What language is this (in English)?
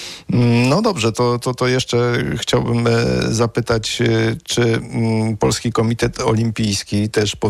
Polish